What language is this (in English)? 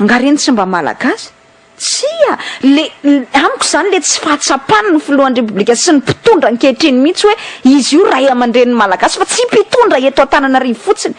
Malagasy